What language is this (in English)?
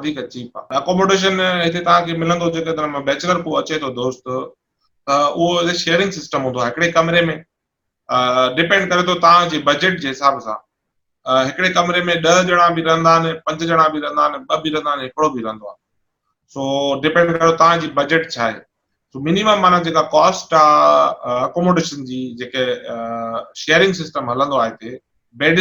Sindhi